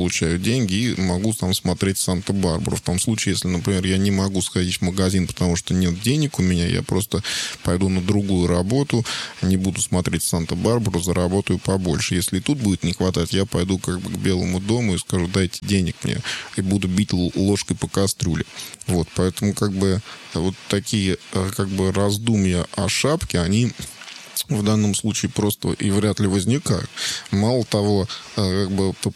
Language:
Russian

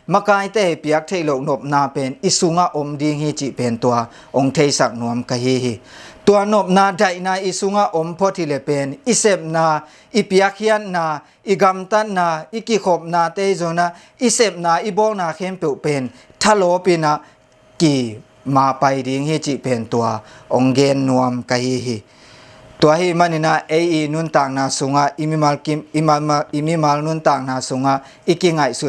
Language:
Tedim Chin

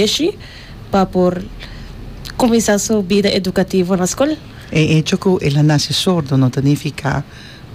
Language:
Papiamento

